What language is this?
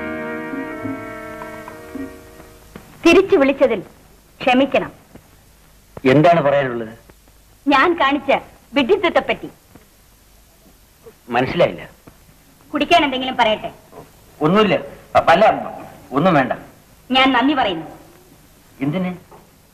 Malayalam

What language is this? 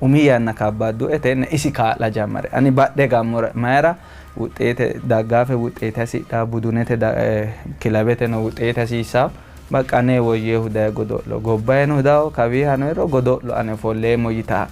Sidamo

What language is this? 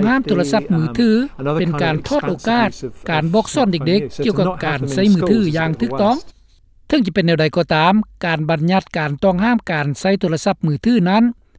Lao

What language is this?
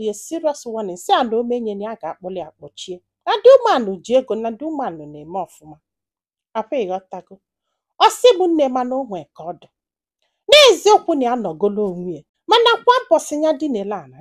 Igbo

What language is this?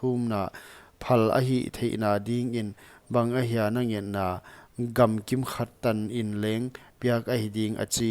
Paite Chin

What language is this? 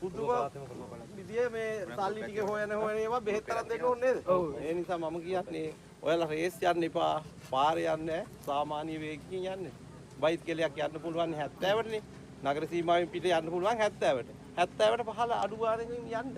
Sinhala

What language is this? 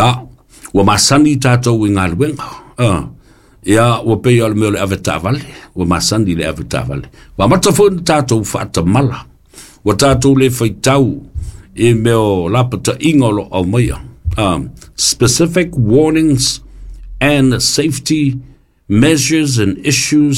Samoan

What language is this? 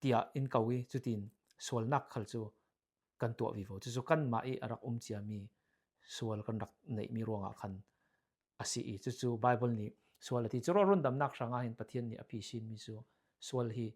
Falam Chin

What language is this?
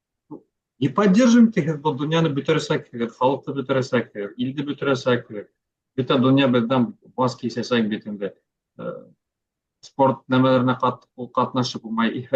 Bashkir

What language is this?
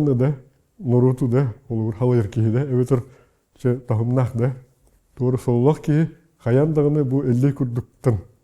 Yakut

